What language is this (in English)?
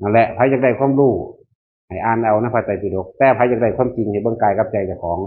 Northeastern Thai